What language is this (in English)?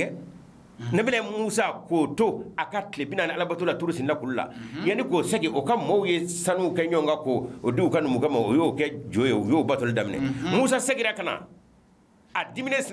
Bambara